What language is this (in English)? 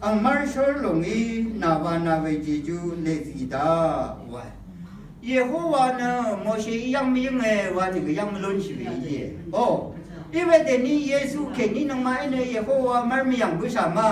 Rawang